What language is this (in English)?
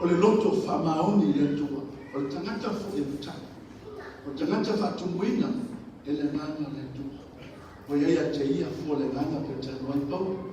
Samoan